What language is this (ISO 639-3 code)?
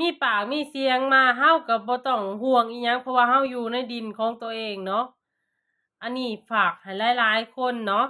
lao